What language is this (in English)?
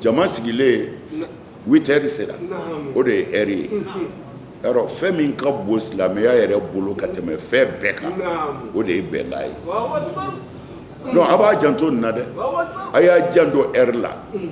Bambara